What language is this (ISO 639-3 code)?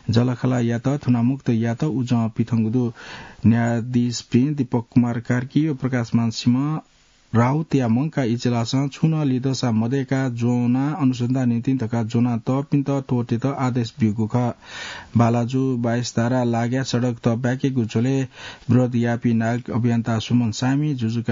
new